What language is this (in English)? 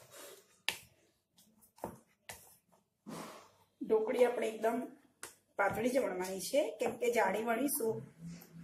Gujarati